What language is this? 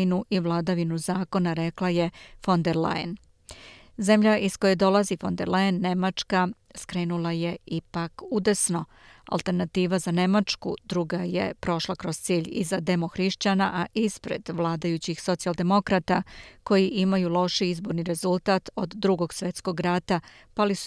Serbian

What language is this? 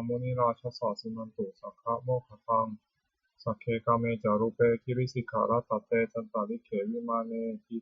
Pali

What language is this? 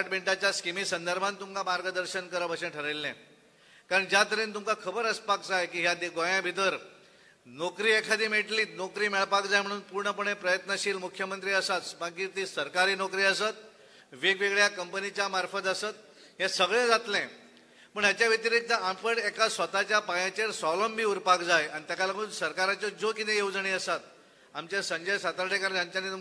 Konkani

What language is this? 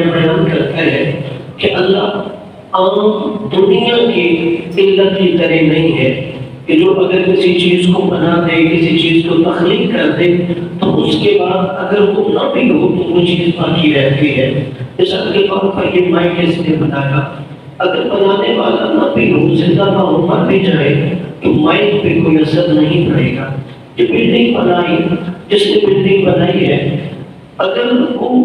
Urdu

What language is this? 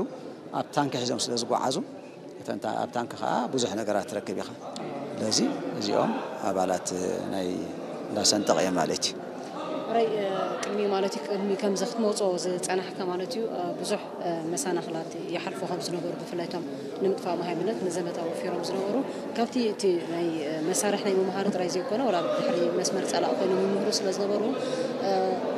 Tigrinya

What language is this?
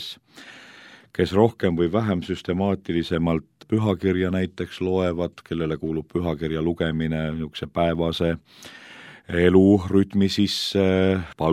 Estonian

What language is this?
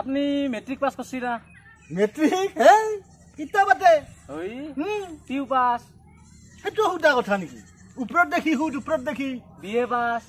Assamese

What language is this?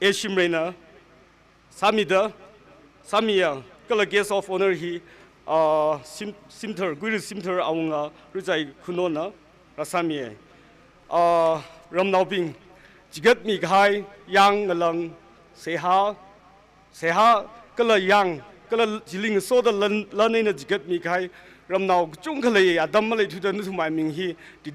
Tangkhul Naga (India)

